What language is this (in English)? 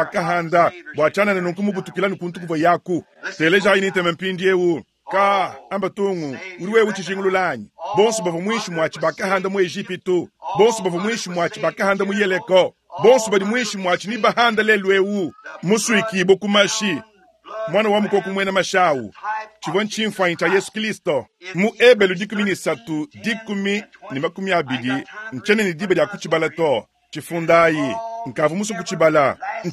Luba-Lulua